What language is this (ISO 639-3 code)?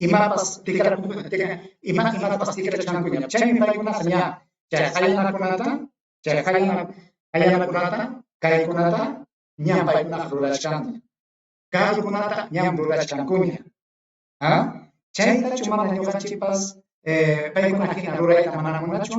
quy